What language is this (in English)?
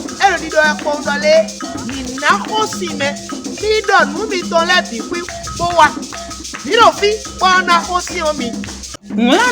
Fon